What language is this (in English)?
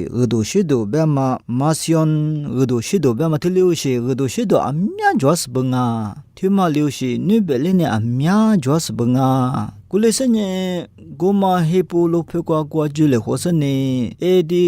Lisu